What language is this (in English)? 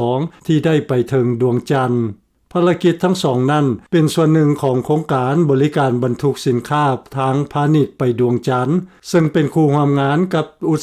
Lao